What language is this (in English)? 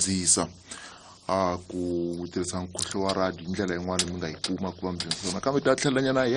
Tsonga